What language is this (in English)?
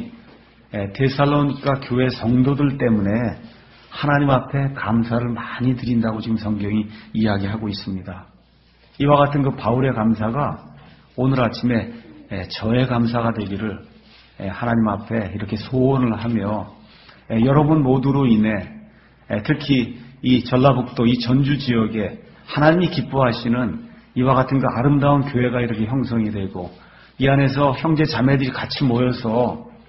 Korean